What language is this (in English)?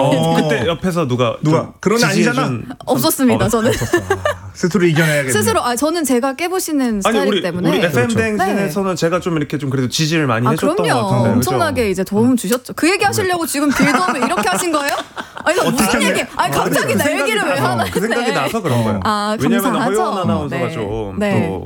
Korean